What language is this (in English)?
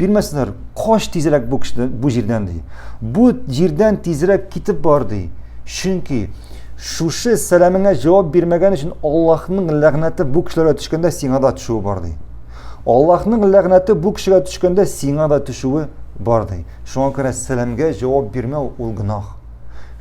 Tatar